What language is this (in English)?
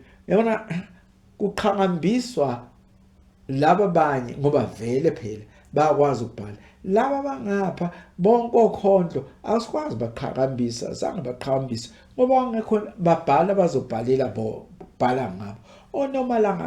Zulu